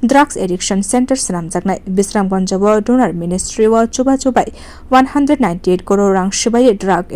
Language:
Kok Borok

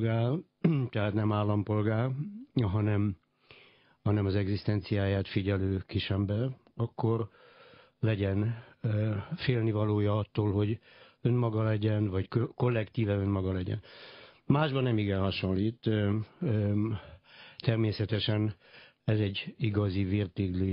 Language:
Hungarian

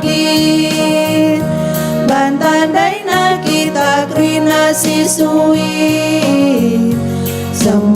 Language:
Batak Karo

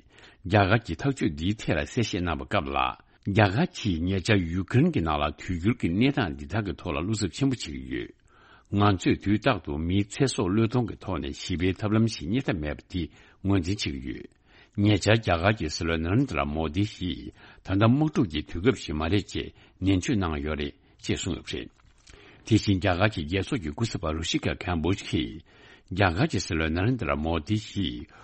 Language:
Tibetan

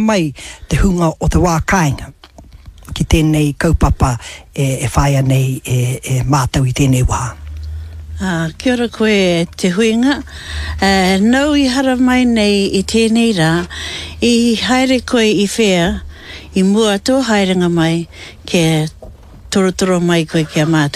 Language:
Māori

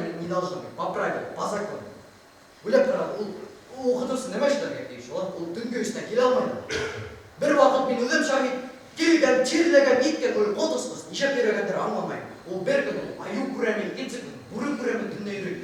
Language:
Bashkir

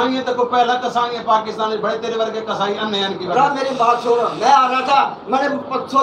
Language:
Saraiki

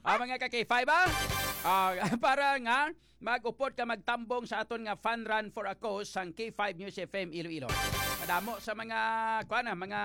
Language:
Hiligaynon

